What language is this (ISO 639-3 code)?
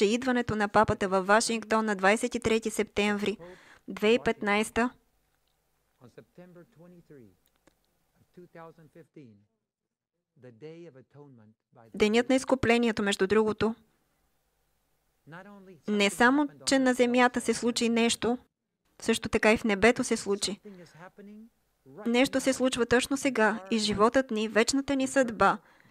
bul